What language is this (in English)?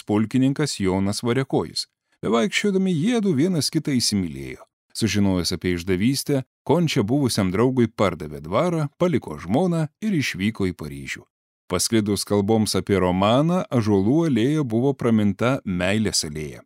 Lithuanian